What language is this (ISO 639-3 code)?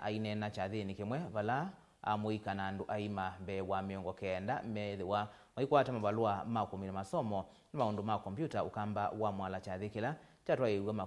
kam